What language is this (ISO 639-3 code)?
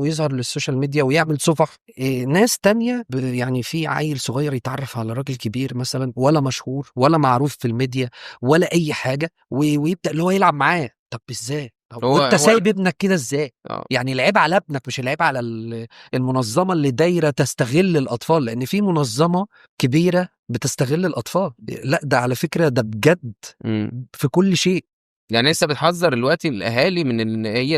arz